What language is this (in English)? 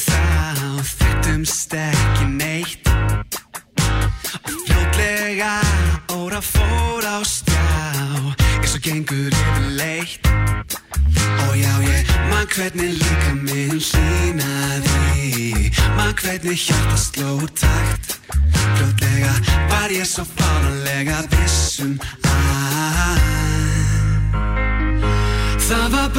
Icelandic